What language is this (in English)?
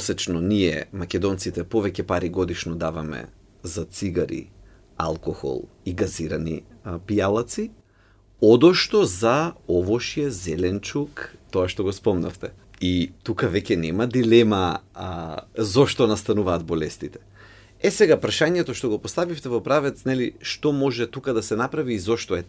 Macedonian